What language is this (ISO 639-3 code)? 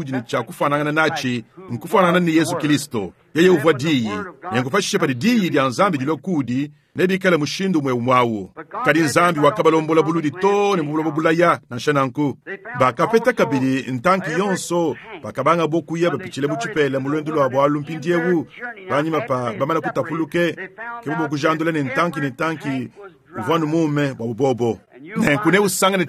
lua